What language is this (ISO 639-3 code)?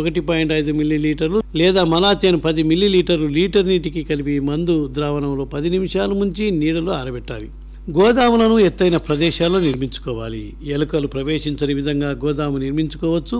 tel